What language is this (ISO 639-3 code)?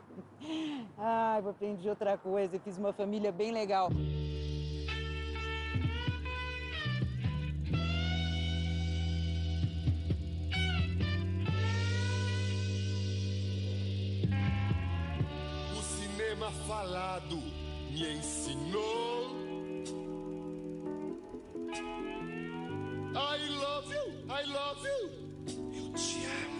por